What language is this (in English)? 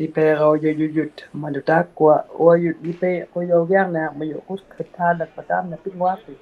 Inuktitut